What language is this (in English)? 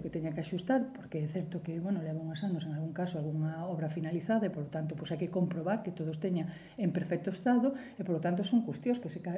Galician